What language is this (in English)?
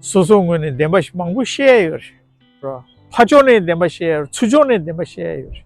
Tibetan